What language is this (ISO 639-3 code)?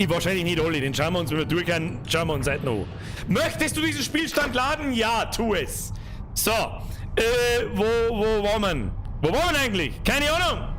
bar